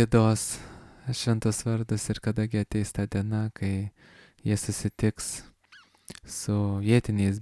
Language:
Lithuanian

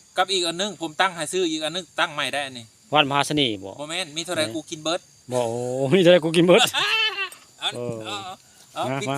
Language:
Northeastern Thai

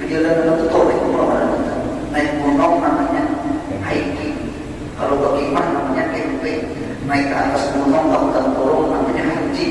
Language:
Banjar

